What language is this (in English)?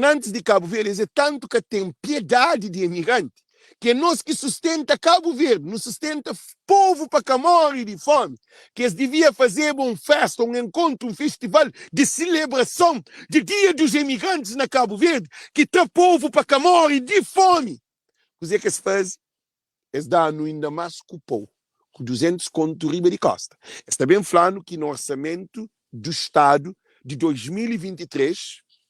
Kabuverdianu